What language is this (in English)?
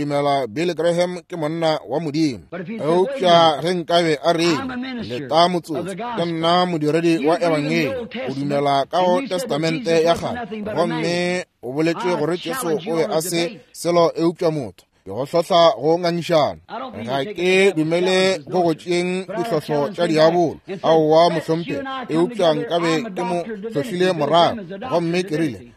Northern Sotho